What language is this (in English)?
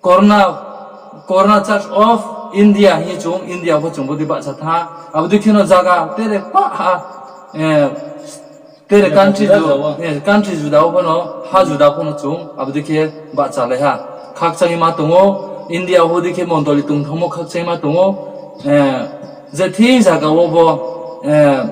Riang (India)